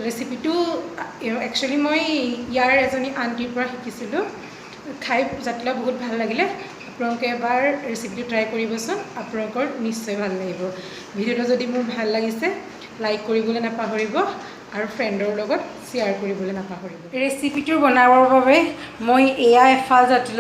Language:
Assamese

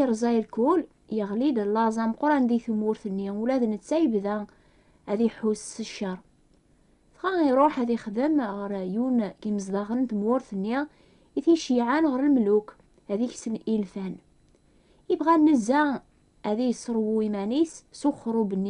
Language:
Kabyle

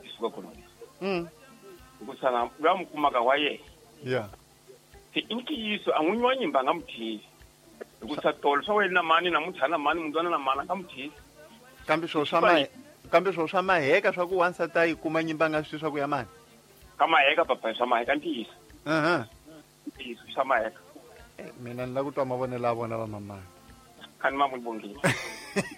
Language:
Tsonga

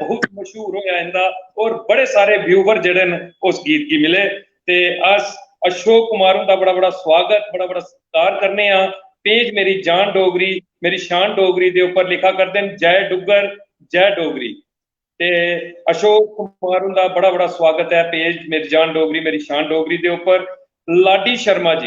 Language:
Dogri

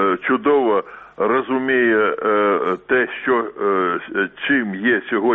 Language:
Ukrainian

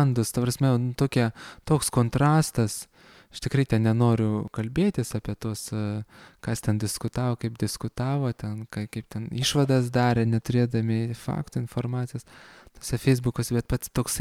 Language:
Lithuanian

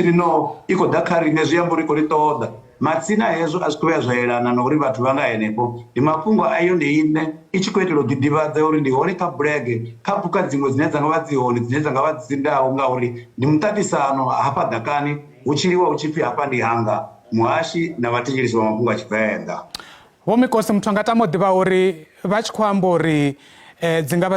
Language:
Venda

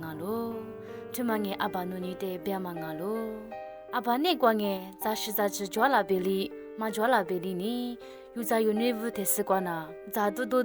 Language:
Lisu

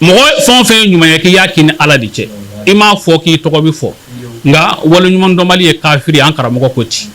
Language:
Bambara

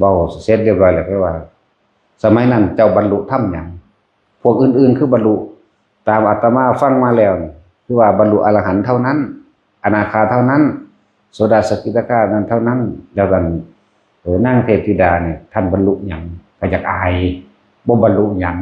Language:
Lao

